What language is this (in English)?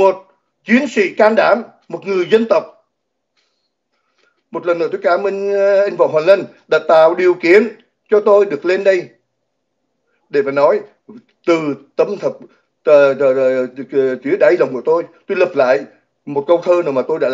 Vietnamese